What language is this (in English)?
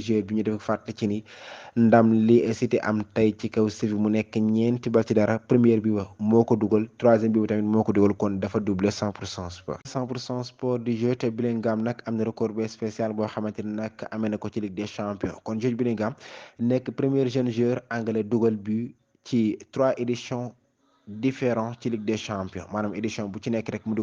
Wolof